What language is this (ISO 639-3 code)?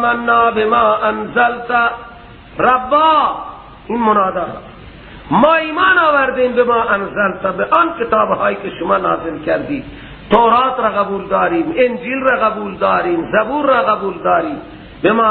fas